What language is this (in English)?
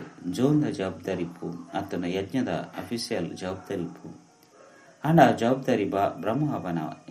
Tulu